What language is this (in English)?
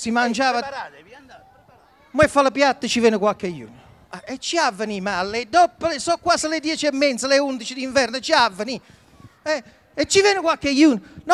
Italian